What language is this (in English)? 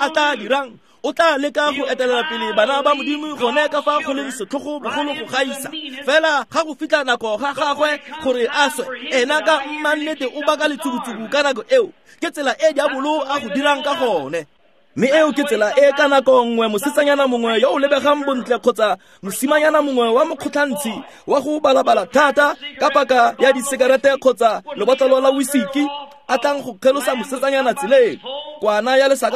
Tswana